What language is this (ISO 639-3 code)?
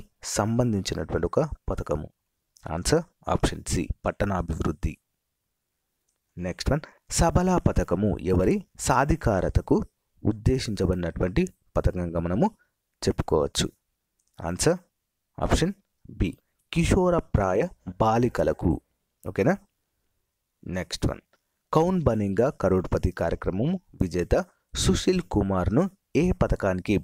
tel